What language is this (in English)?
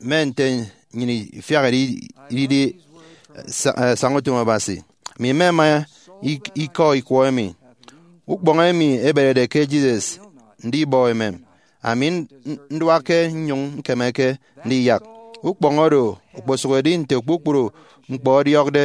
Efik